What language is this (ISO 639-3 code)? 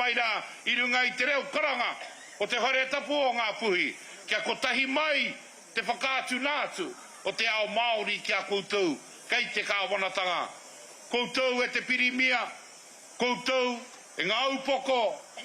mri